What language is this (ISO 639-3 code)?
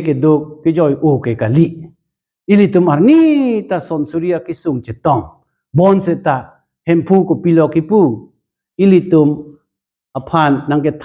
mjw